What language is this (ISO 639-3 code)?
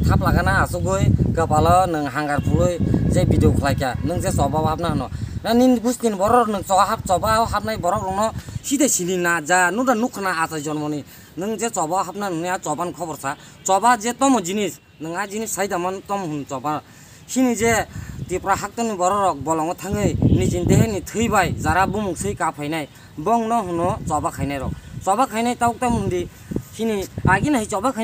trp